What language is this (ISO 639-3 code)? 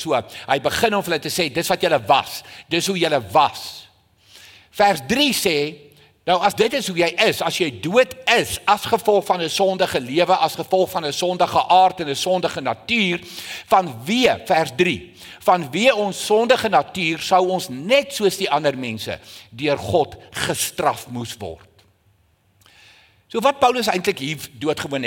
afr